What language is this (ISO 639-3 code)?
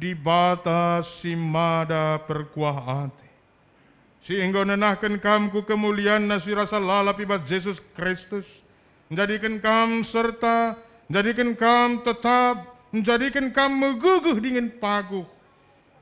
btx